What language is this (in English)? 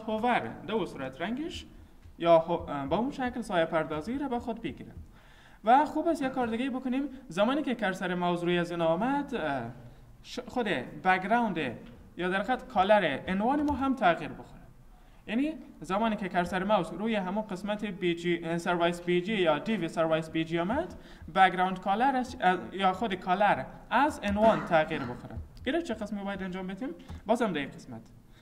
Persian